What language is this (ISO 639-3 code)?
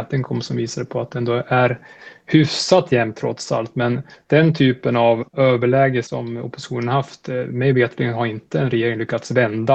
swe